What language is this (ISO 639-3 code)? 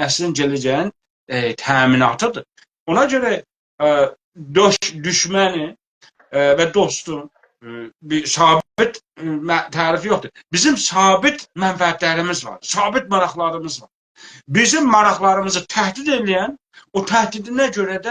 azb